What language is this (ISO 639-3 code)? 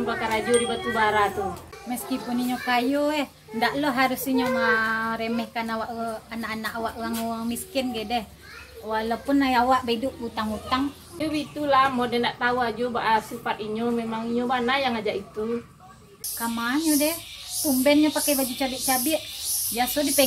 min